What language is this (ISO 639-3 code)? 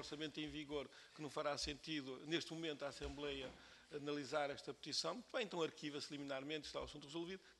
por